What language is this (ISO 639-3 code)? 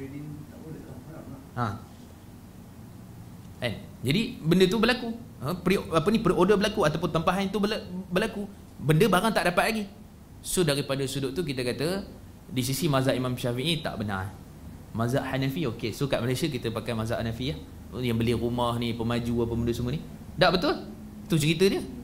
msa